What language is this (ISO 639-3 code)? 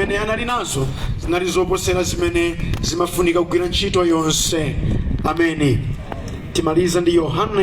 nya